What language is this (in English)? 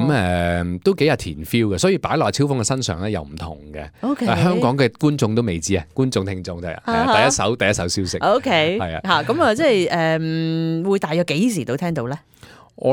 Cantonese